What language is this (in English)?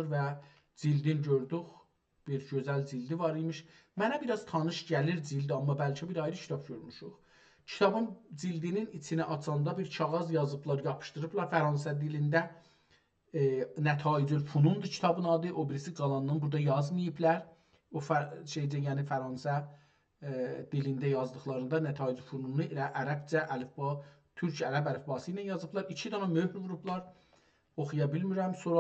South Azerbaijani